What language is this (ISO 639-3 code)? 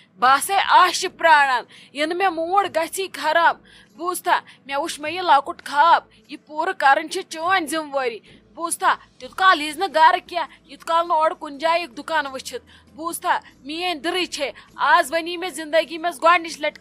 kas